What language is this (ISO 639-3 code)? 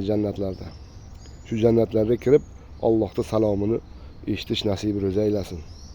uzb